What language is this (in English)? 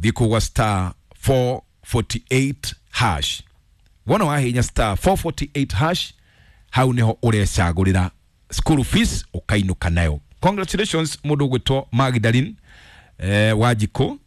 Kikuyu